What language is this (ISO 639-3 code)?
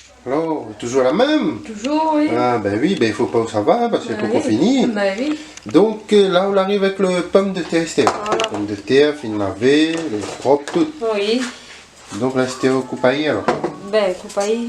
rcf